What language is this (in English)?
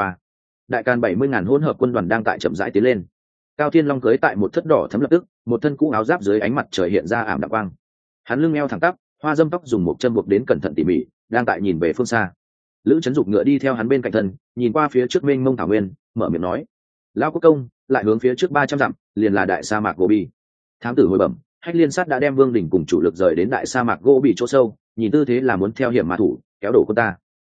Vietnamese